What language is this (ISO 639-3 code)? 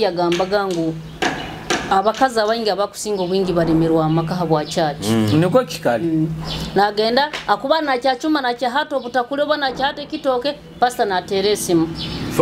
nyo